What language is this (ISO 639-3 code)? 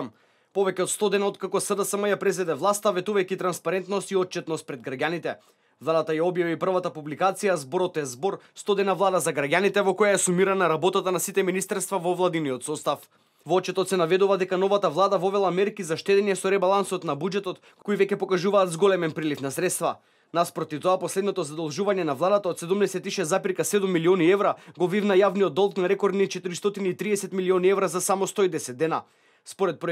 mkd